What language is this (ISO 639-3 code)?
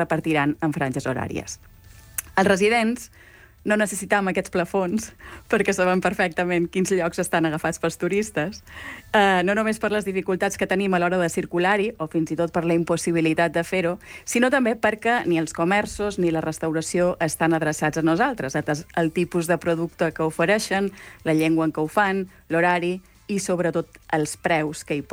cat